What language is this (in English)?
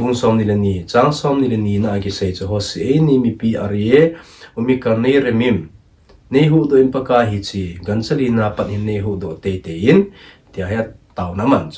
Thado Chin